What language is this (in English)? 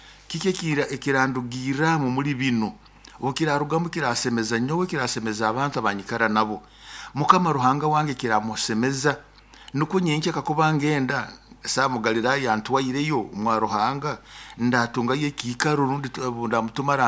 Nyoro